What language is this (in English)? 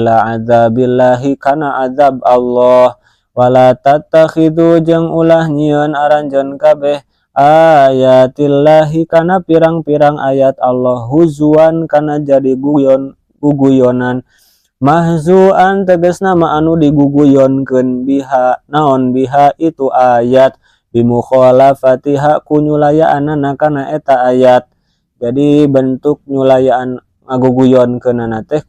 Sundanese